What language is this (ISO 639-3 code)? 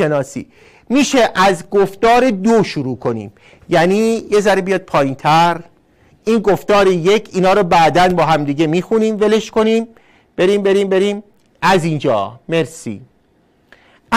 fas